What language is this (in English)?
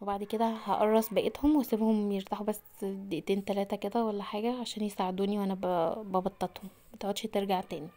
Egyptian Arabic